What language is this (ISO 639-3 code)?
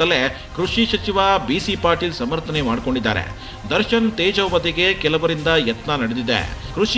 kan